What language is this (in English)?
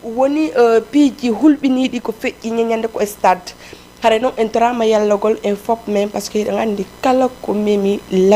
Fula